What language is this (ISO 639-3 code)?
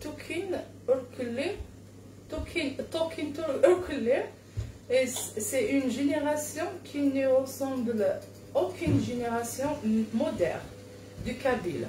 kab